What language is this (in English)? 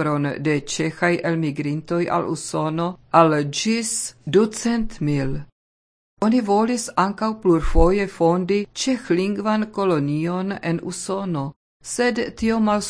Esperanto